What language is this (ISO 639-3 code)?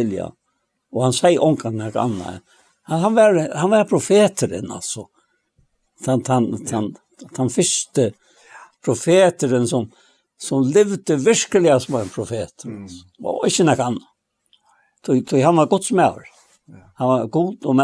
fao